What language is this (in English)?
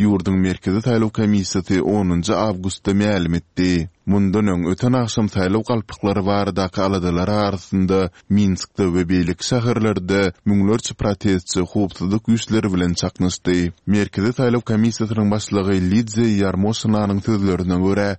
Turkmen